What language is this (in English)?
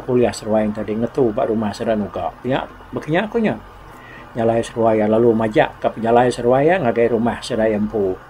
Iban